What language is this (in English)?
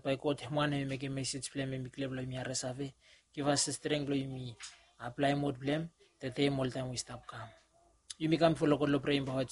Bislama